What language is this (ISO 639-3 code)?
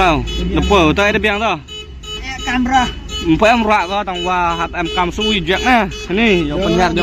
kha